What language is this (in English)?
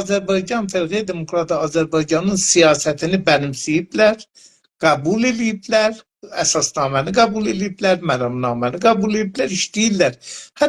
South Azerbaijani